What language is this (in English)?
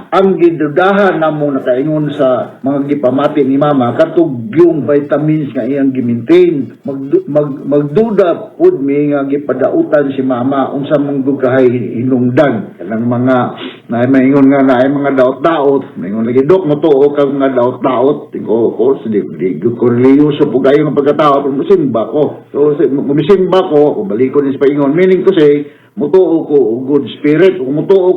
Cebuano